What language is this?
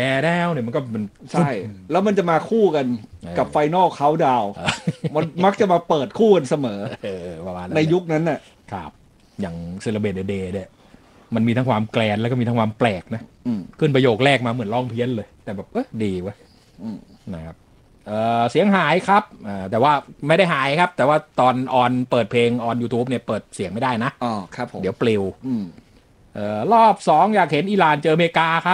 Thai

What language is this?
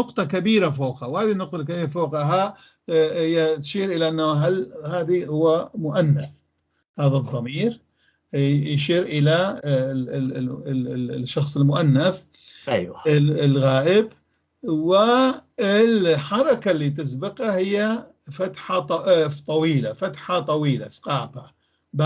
North Levantine Arabic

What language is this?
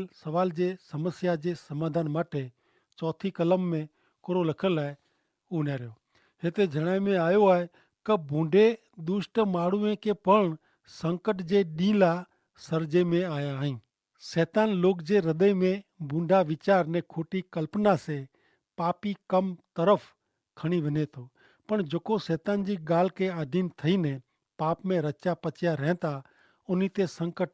Kachhi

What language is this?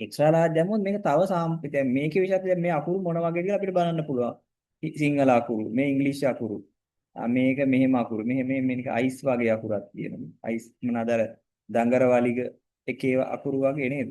Sinhala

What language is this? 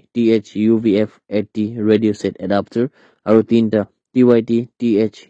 Naga Pidgin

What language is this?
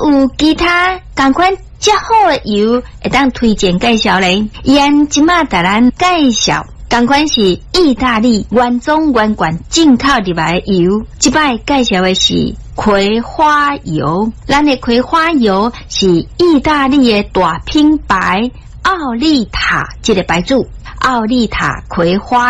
Min Nan Chinese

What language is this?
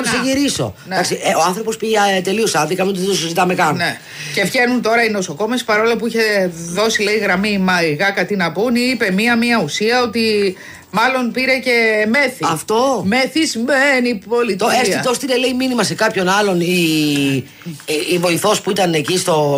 Greek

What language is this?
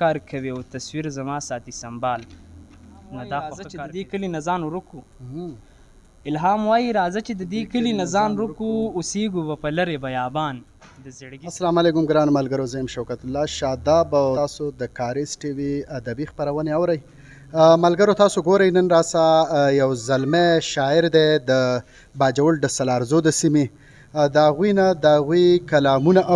Pashto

